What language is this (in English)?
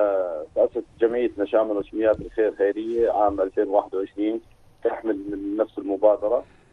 North Levantine Arabic